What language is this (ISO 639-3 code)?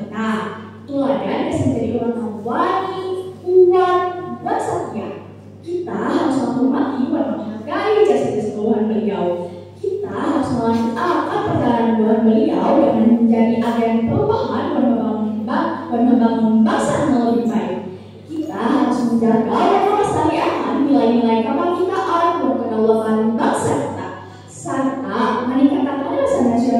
bjn